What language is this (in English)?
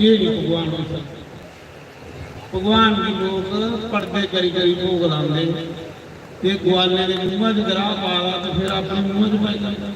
Dogri